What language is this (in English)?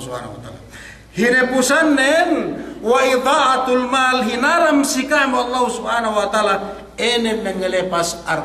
Yakan